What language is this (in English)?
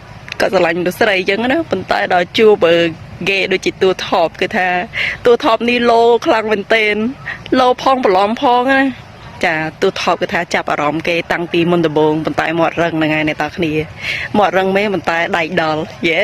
Khmer